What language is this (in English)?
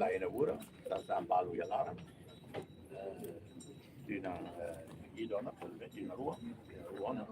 Tetum